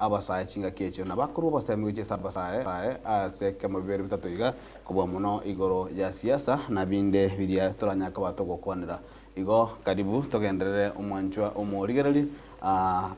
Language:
Gusii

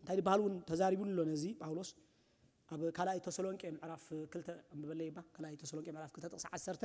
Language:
Tigrinya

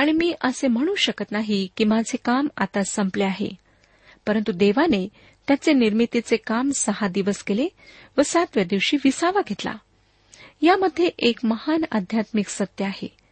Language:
Marathi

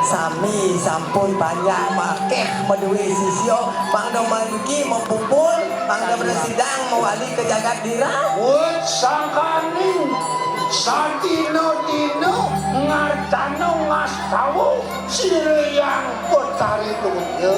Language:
Balinese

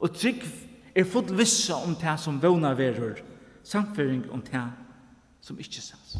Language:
Faroese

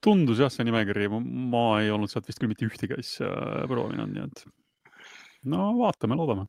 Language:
Estonian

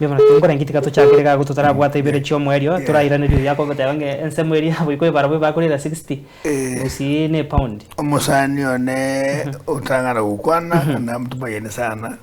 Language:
Gusii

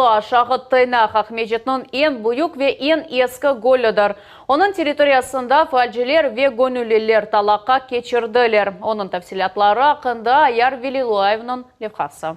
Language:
Crimean Tatar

